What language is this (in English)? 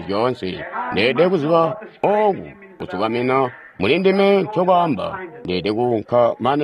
Tonga (Zambia)